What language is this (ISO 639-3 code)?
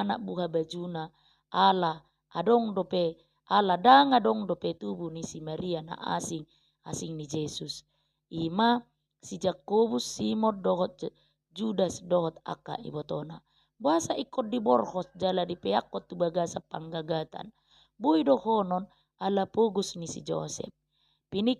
bbc